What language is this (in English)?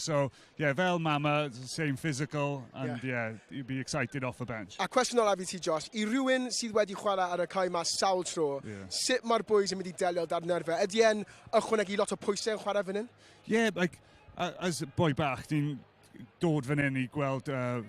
Welsh